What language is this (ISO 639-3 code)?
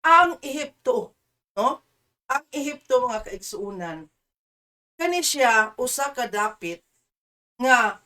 ceb